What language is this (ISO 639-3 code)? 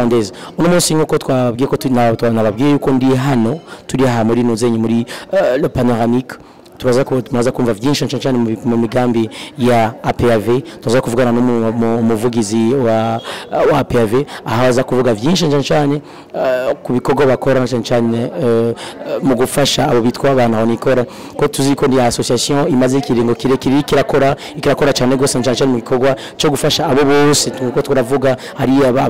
run